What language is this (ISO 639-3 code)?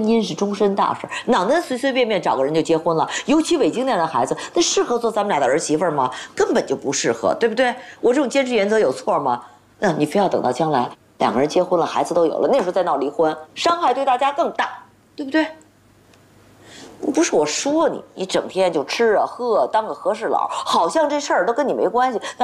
zho